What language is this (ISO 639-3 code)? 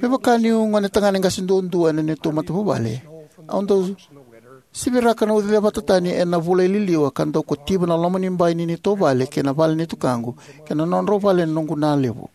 fij